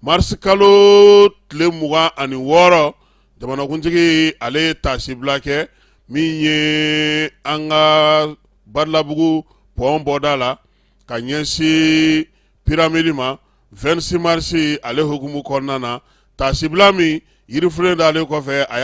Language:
Bambara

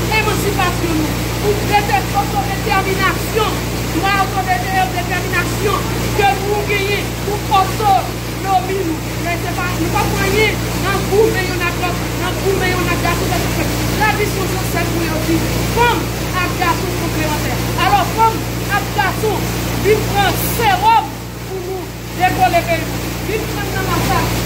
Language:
Haitian Creole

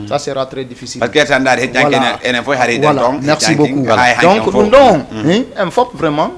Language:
Fula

